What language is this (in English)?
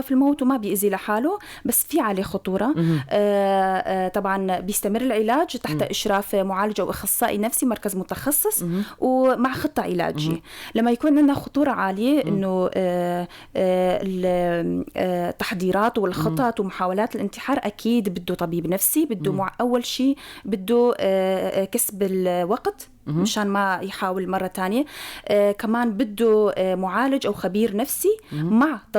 North Levantine Arabic